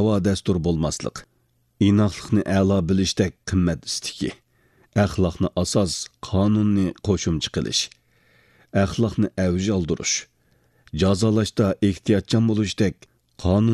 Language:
Uyghur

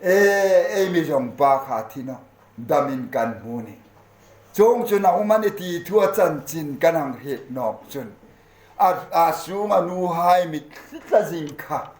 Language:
Hmar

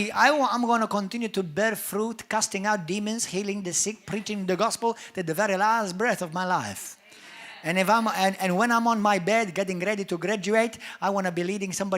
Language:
English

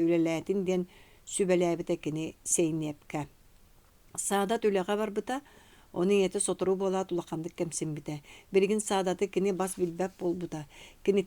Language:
Yakut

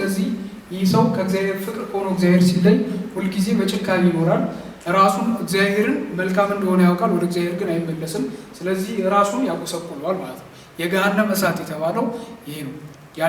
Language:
Amharic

